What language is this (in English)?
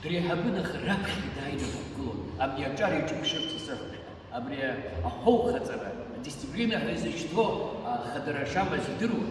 Abkhazian